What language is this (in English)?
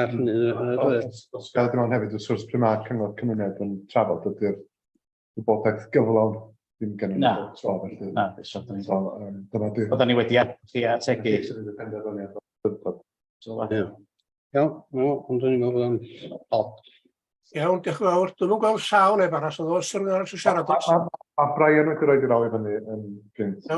Welsh